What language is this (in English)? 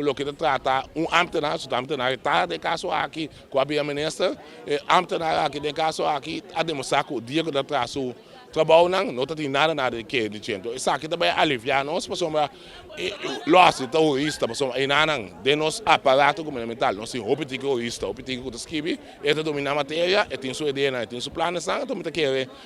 Papiamento